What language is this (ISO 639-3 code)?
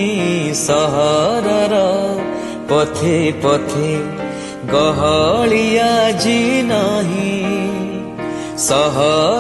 ori